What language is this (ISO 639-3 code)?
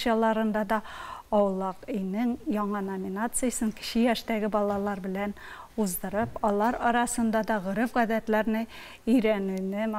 tat